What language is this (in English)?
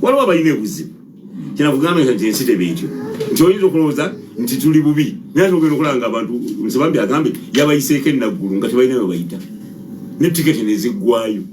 Ganda